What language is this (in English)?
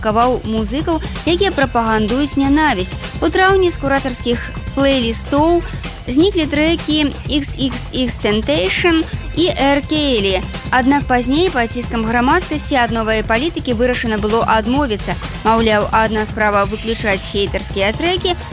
Belarusian